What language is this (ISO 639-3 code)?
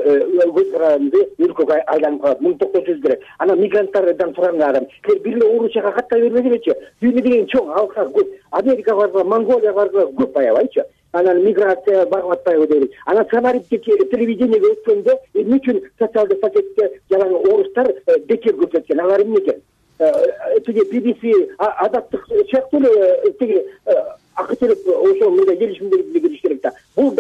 kir